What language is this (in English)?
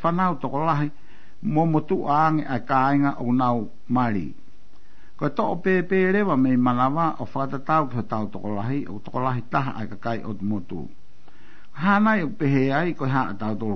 Tongan